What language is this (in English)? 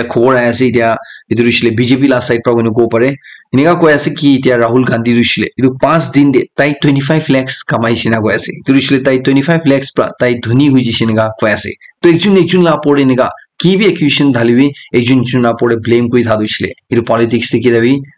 Naga Pidgin